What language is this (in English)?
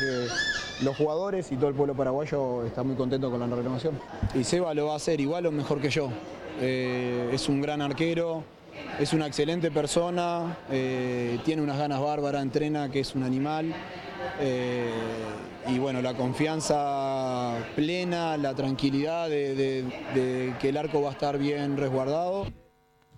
Spanish